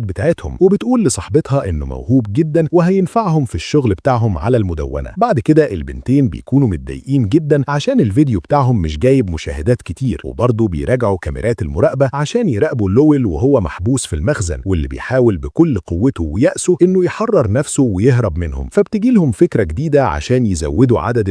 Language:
Egyptian Arabic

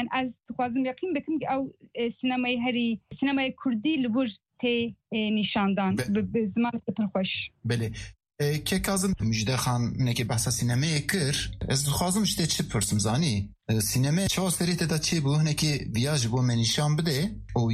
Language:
Kurdish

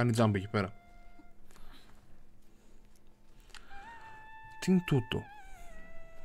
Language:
Greek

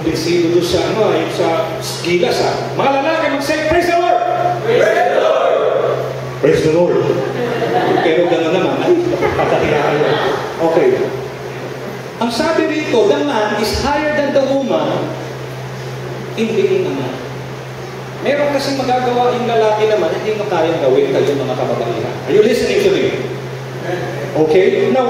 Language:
Filipino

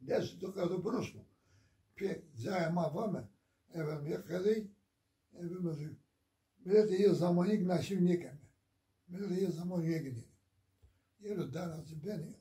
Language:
Zaza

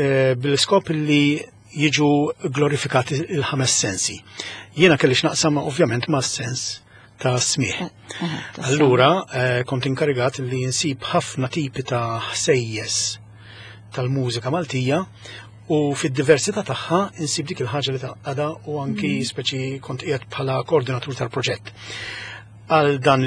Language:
Maltese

